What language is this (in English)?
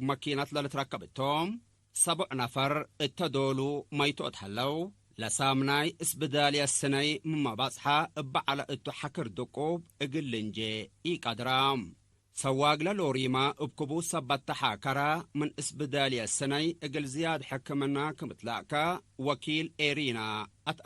Tigre